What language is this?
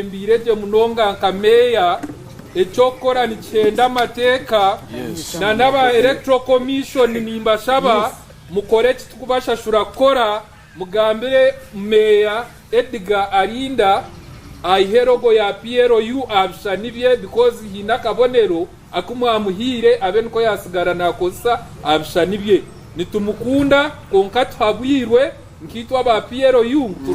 Nyankole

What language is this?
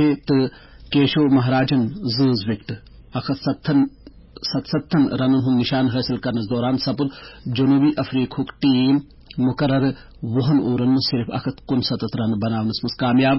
Kashmiri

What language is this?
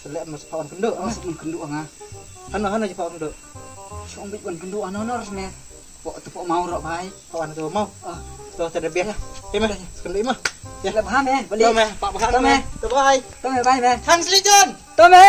Khasi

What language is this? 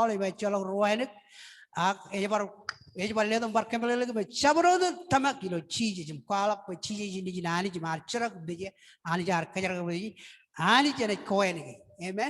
Marshallese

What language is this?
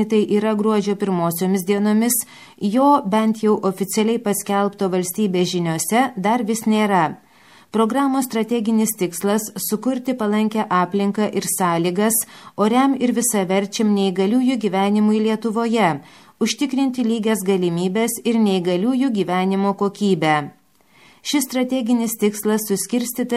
Lithuanian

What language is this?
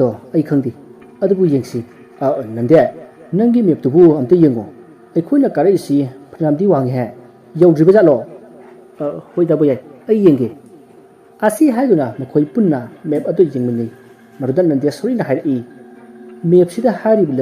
Manipuri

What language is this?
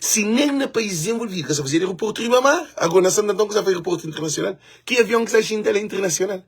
Kabuverdianu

